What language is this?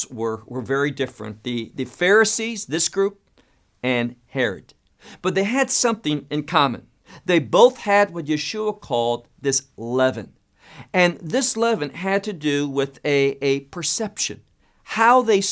English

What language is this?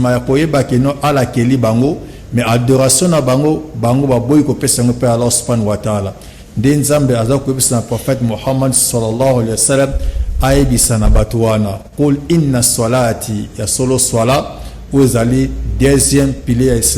Lingala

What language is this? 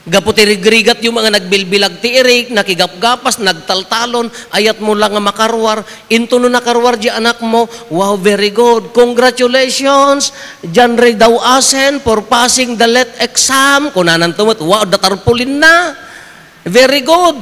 Iloko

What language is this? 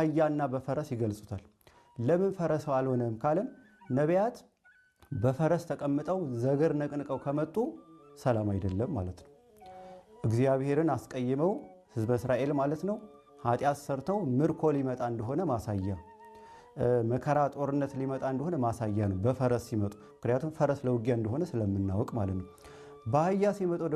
Amharic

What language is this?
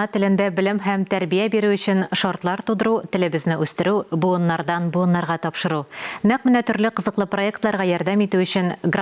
Tatar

